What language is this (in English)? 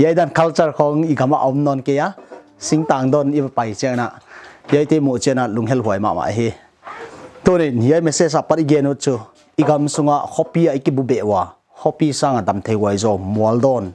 Paite Chin